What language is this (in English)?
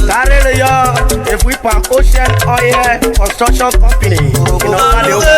Urhobo